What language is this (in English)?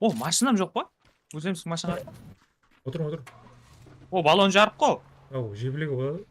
Kara-Kalpak